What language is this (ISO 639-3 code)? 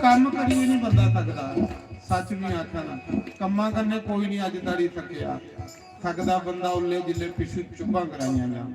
doi